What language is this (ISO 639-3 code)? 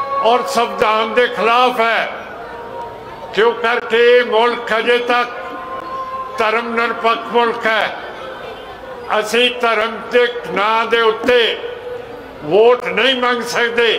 pan